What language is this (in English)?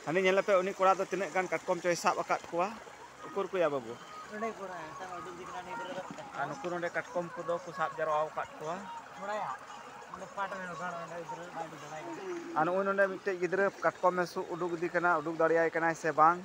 Santali